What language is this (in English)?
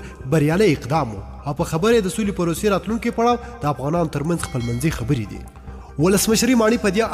Pashto